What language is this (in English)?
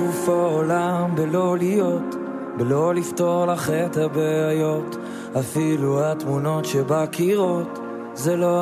Hebrew